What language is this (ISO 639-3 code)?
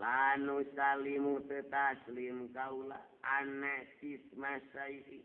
sun